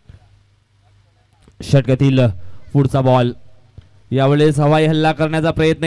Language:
Marathi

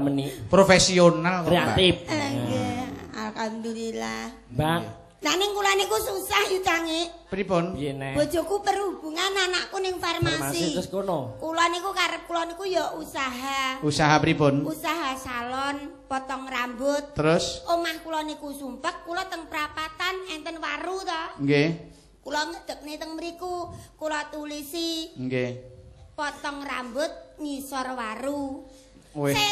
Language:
Javanese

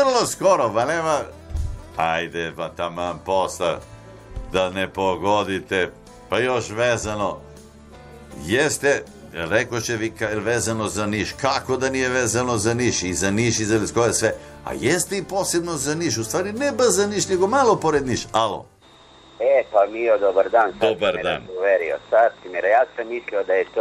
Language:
Serbian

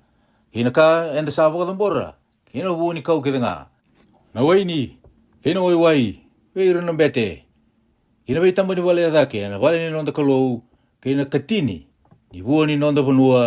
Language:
Fijian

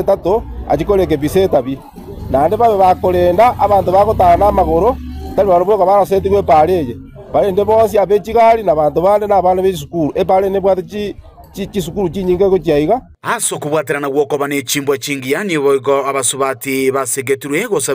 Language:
Gusii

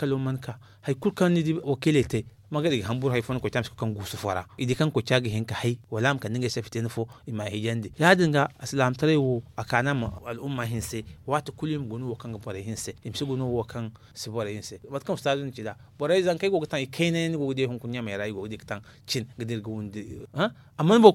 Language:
Zarma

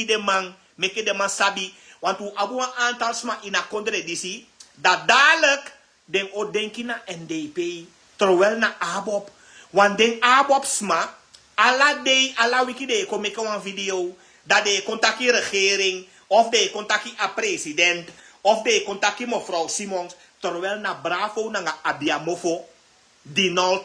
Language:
Sranan Tongo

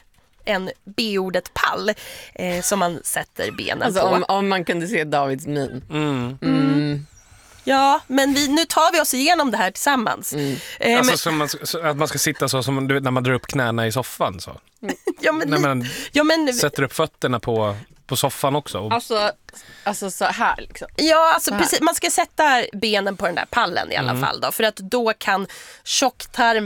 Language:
Swedish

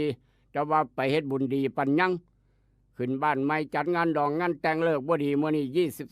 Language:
Northeastern Thai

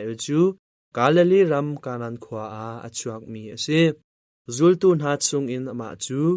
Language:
Hakha Chin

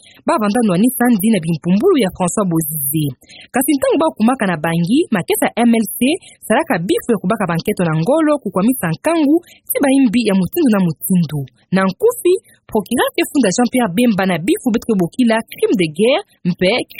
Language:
Kituba (Democratic Republic of Congo)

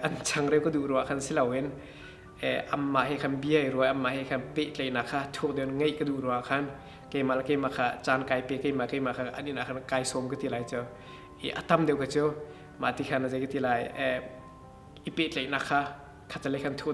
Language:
Hakha Chin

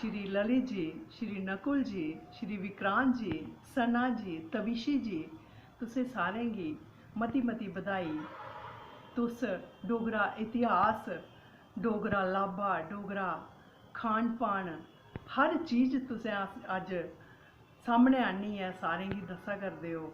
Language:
Dogri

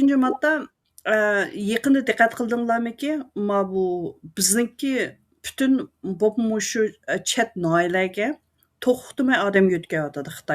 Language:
Uyghur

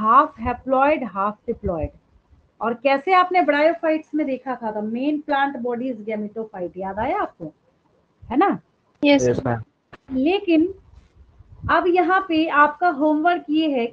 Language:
Hindi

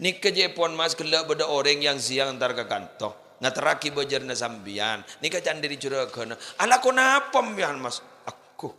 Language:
Madurese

